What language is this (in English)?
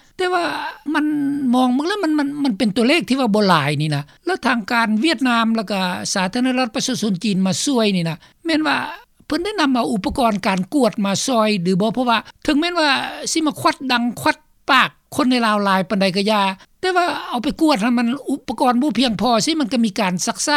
Lao